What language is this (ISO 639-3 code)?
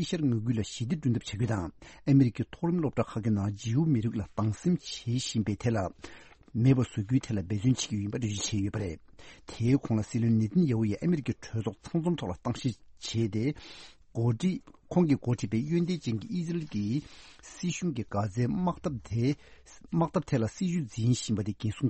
bod